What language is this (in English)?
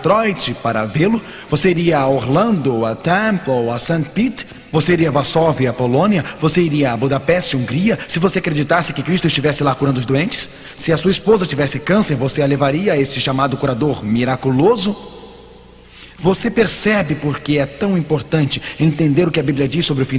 Portuguese